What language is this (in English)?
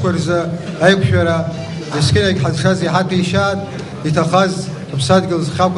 Abkhazian